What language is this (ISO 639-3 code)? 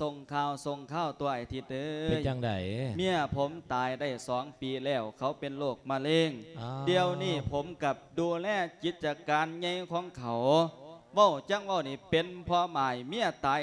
lao